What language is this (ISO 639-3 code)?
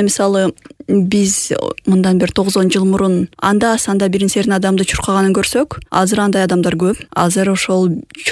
kir